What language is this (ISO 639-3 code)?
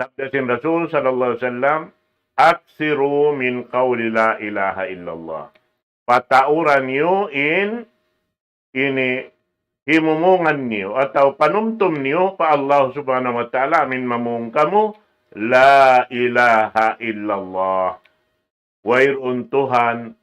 tsg